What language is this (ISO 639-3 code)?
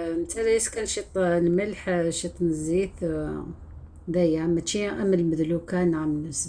arq